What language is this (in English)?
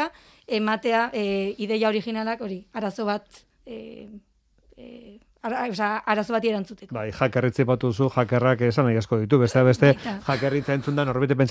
Basque